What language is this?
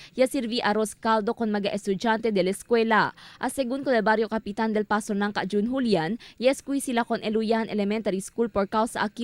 Chavacano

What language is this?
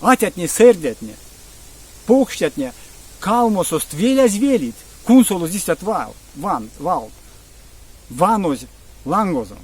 Erzya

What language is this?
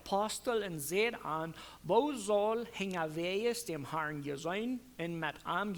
Plautdietsch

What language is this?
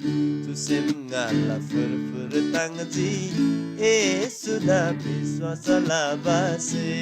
Eastern Tamang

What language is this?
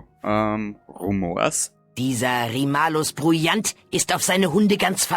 Bavarian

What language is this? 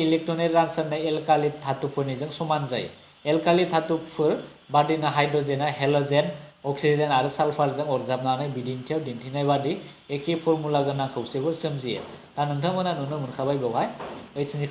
Bodo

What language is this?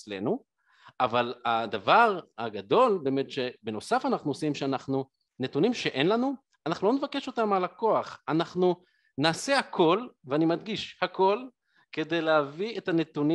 Hebrew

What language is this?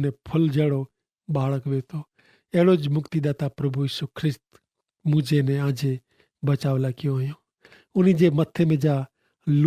Kachhi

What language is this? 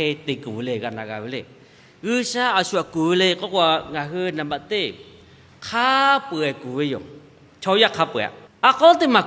Lahu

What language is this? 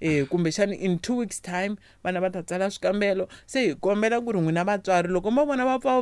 Tsonga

